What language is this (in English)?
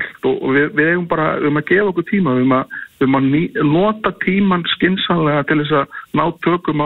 Icelandic